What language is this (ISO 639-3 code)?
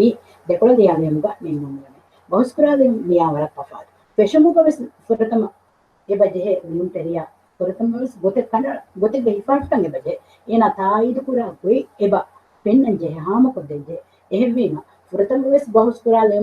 div